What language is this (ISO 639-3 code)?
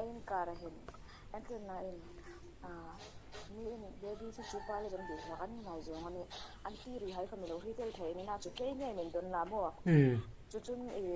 hmr